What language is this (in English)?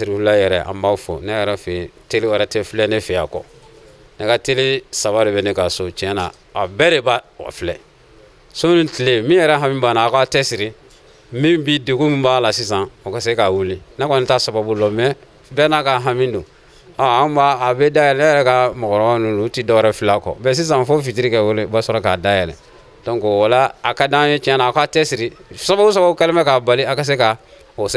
Bambara